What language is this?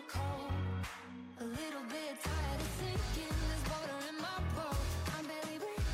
English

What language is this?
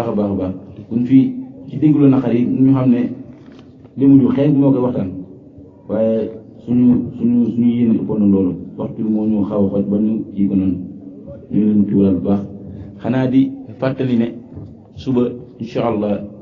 Wolof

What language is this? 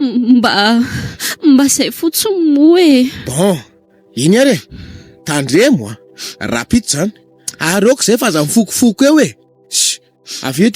Malagasy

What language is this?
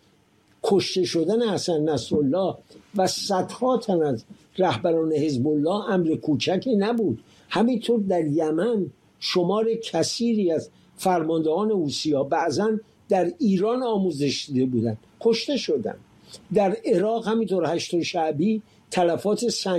Persian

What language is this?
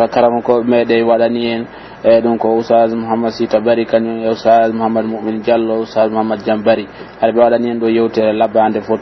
Pular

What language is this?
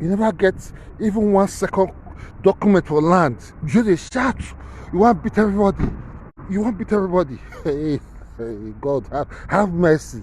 Nigerian Pidgin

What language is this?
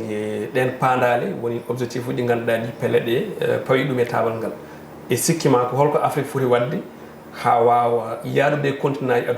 Fula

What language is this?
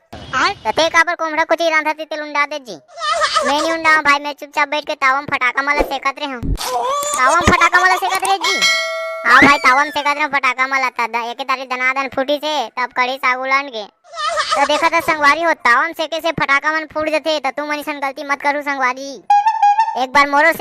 Chhattisgarhi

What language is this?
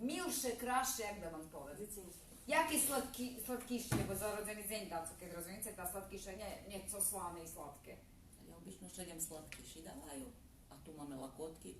Rusyn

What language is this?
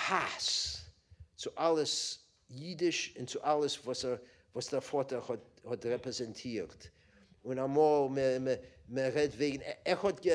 Yiddish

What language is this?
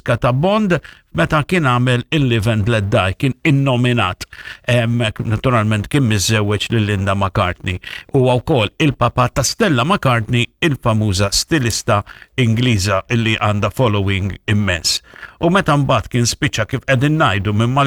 Maltese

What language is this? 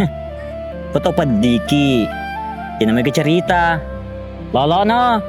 Buginese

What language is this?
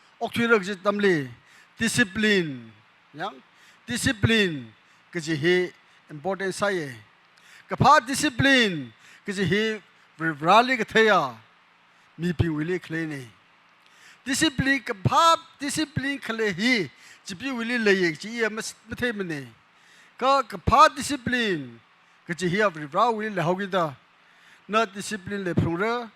Tangkhul Naga (India)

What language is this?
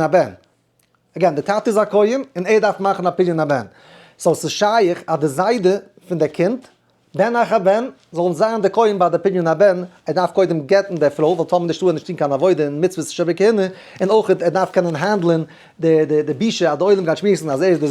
Yiddish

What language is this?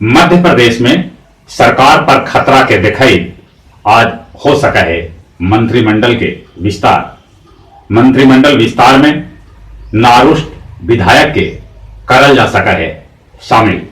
Magahi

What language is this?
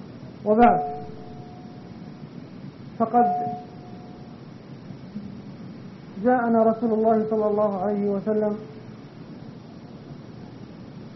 Arabic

